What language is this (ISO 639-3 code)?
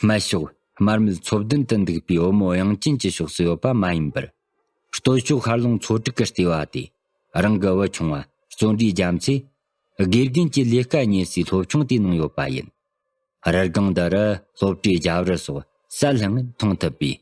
bod